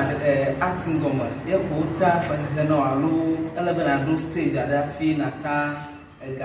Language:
Ewe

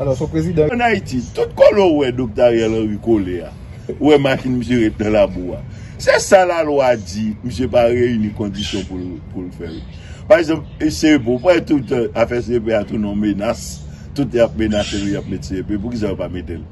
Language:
Haitian Creole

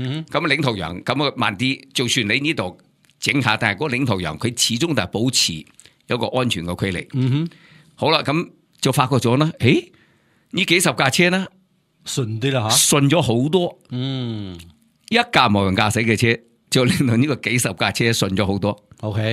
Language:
Cantonese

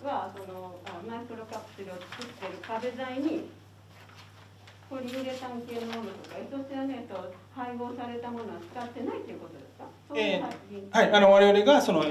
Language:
Japanese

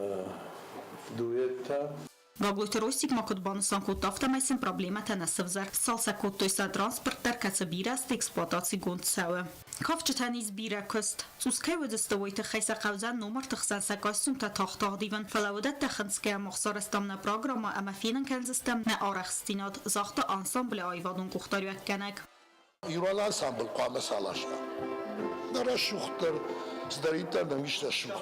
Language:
Ossetic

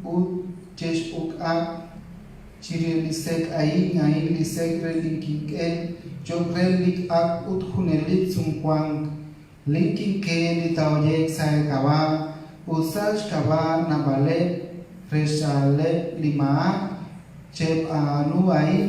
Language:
Kekchí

